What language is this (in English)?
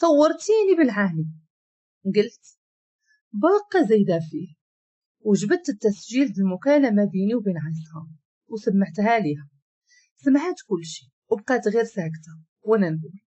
Moroccan Arabic